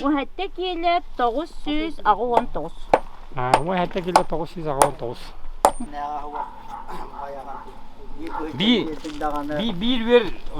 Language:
Yakut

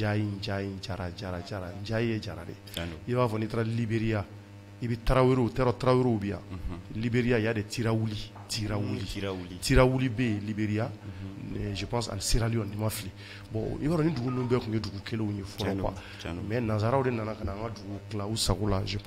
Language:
Bambara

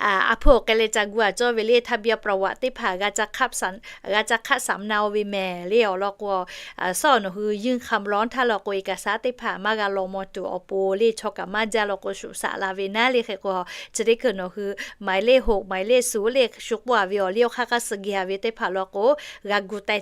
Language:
Lahu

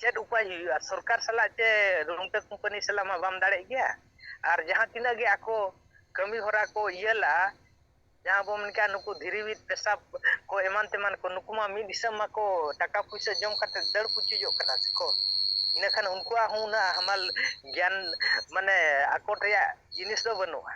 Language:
Santali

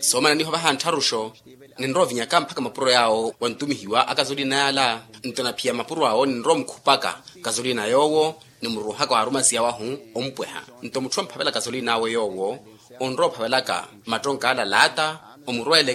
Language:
Makhuwa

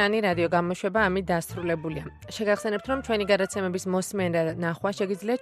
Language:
Georgian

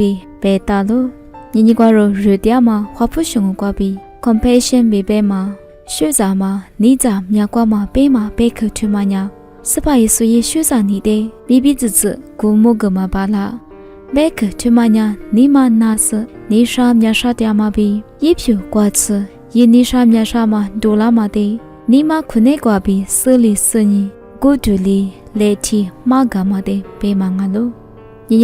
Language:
Lisu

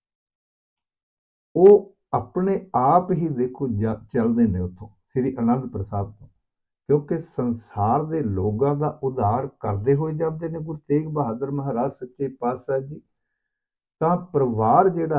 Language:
Punjabi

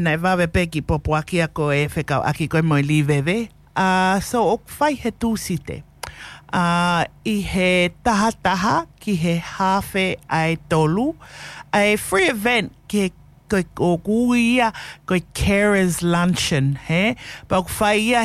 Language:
Tongan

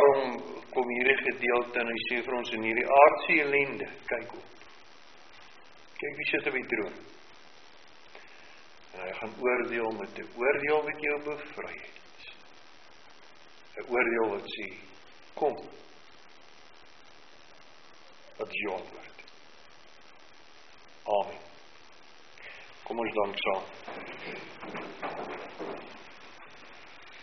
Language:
Afrikaans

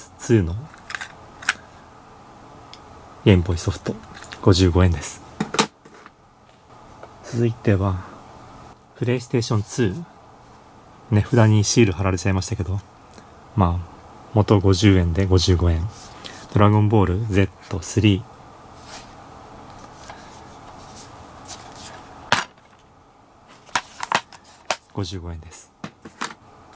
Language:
Japanese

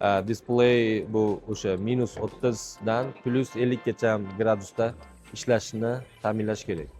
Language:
Uzbek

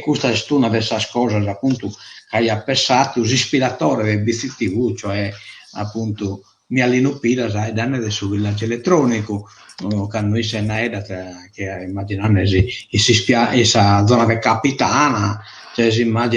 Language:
Sardinian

